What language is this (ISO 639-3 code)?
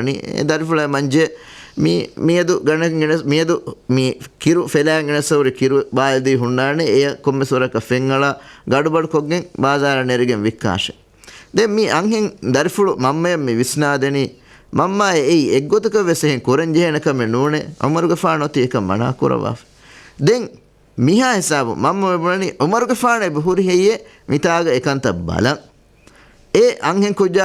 div